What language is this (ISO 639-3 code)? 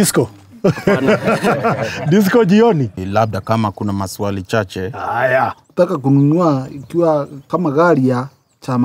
swa